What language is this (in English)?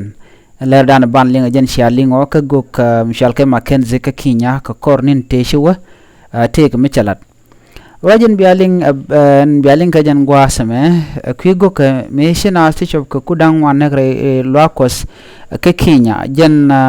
Nuer